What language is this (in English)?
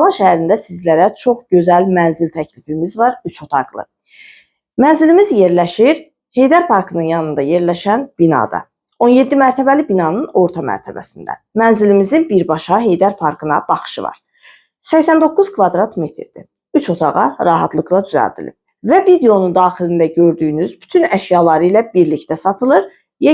Azerbaijani